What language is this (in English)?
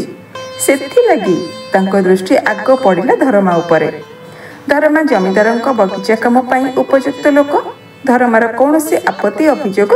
Odia